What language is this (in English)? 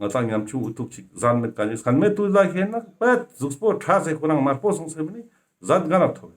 Ladakhi